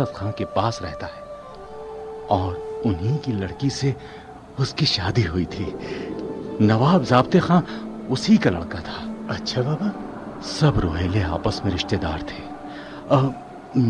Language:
Urdu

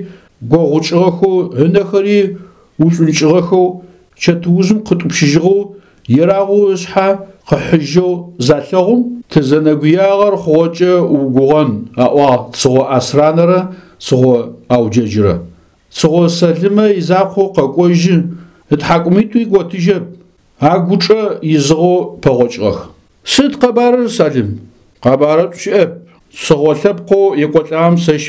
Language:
Adyghe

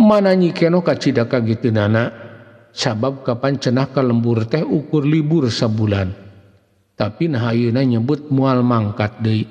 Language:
Sundanese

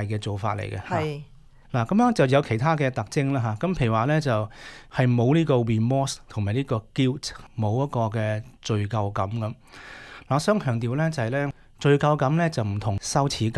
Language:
Cantonese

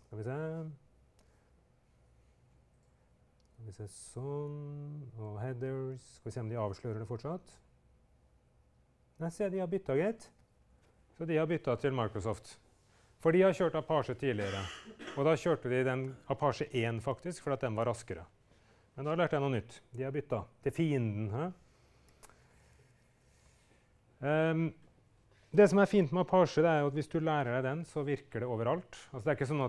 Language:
Norwegian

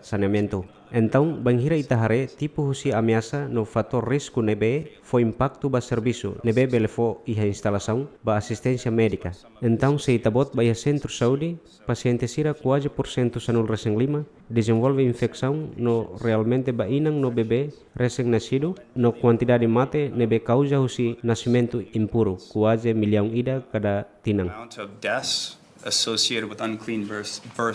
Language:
Tetum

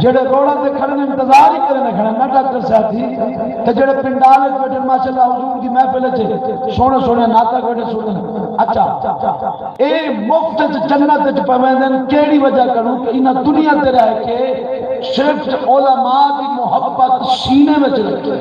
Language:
Saraiki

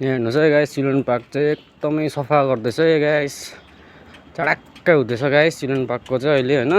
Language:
Nepali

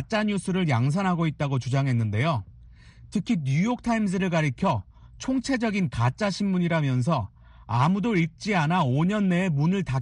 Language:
Korean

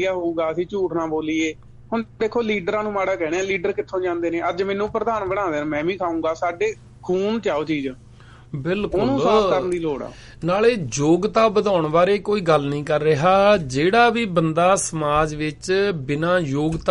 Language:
Punjabi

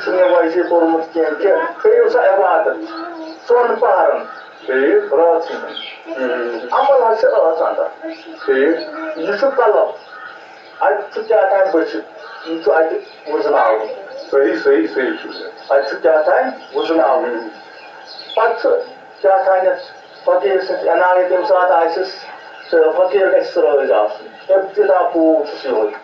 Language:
Kashmiri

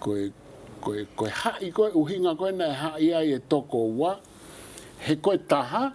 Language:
Tongan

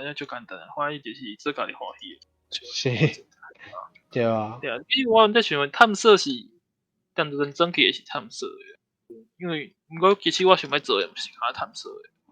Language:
Min Nan Chinese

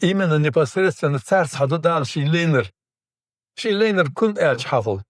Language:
Ingush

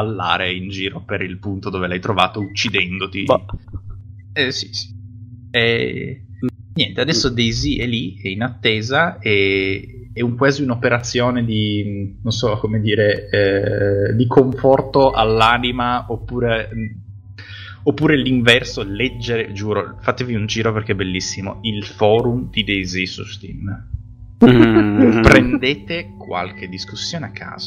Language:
Italian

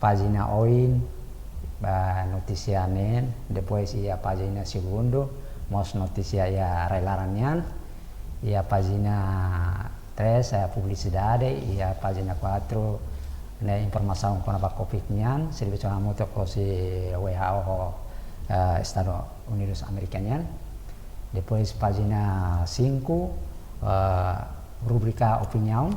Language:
Tetum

